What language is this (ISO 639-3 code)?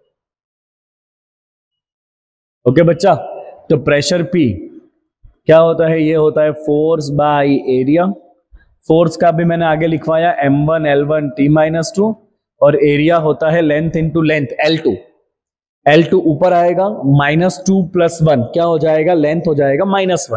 hin